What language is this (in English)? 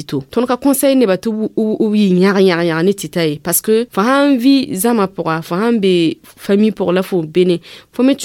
Mossi